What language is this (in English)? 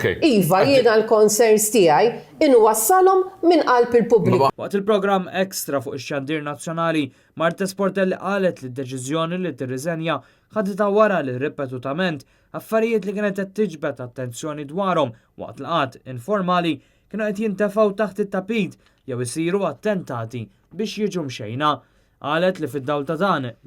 Maltese